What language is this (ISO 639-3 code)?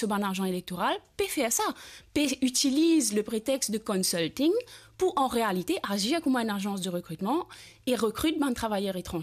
mfe